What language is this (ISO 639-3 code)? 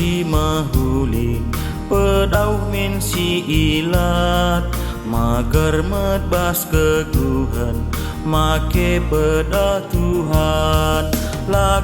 btx